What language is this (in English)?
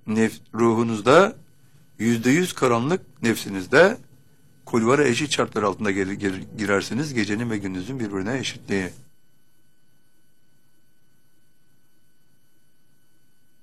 Turkish